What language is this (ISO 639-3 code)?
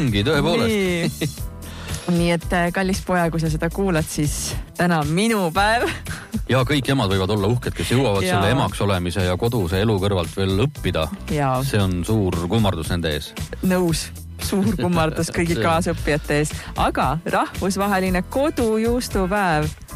est